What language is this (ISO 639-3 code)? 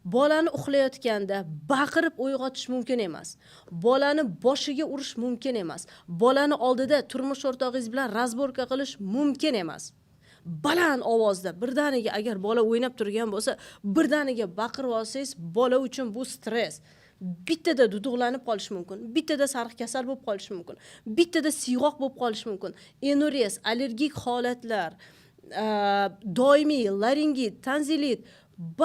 uzb